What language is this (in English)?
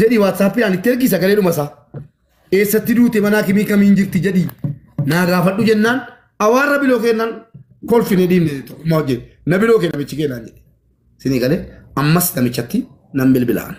Oromo